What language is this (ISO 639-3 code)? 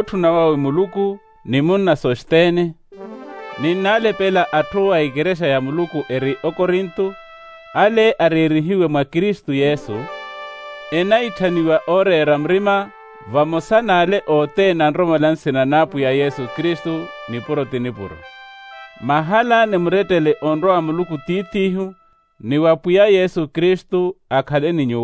vmw